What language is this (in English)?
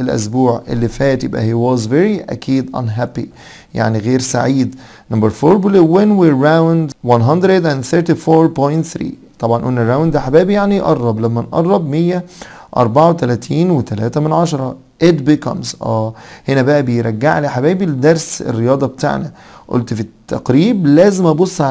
Egyptian Arabic